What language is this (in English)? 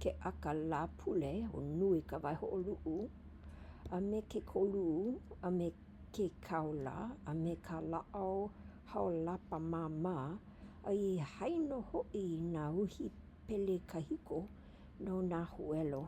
Hawaiian